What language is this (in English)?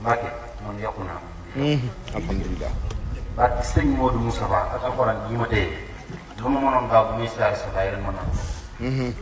Wolof